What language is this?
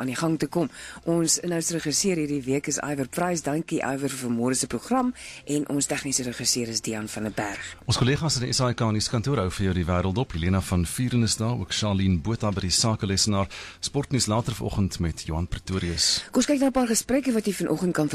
Afrikaans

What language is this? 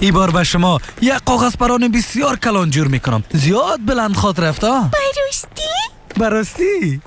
Persian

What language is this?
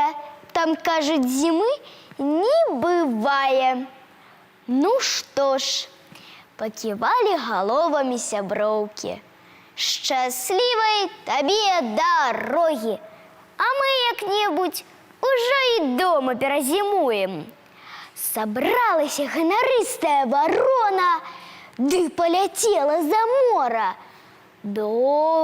Belarusian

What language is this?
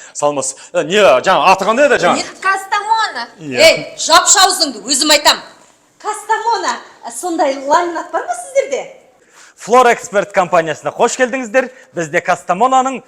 Kazakh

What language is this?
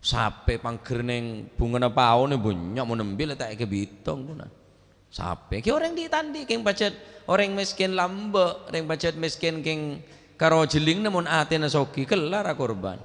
Madurese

